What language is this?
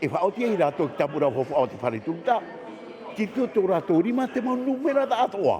Tahitian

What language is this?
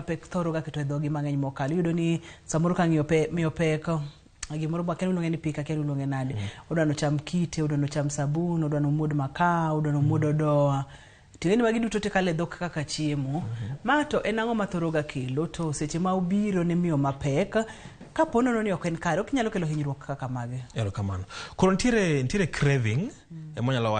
Luo (Kenya and Tanzania)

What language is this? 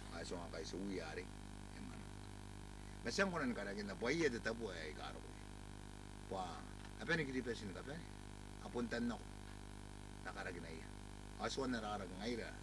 Gilbertese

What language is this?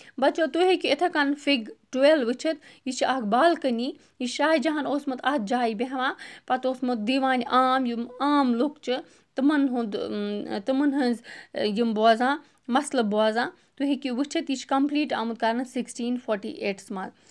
Kashmiri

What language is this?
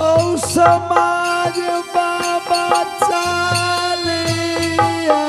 Angika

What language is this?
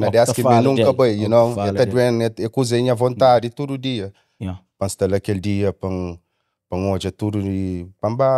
Kabuverdianu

